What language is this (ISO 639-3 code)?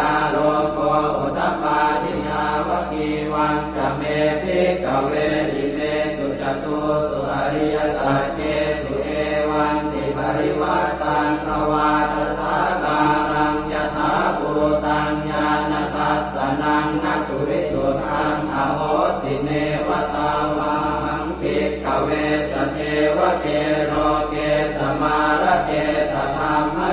pli